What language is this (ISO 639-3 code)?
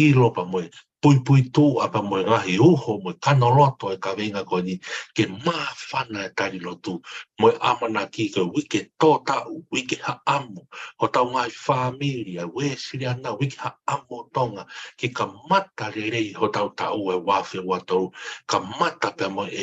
ton